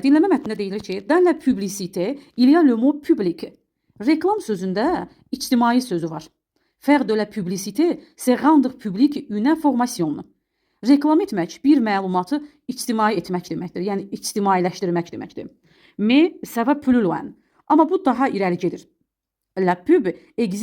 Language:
Azerbaijani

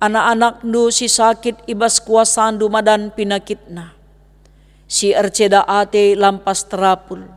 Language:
Batak Karo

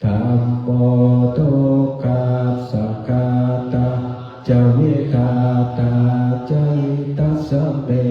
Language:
Pali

